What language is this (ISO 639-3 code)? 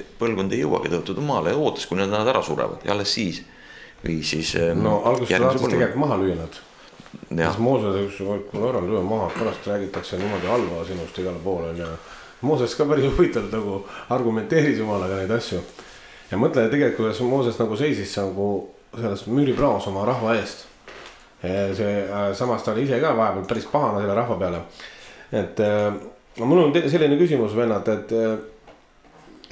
est